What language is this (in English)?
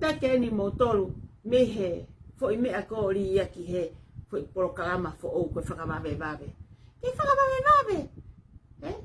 Tongan